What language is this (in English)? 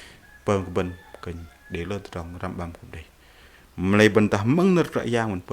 Bahnar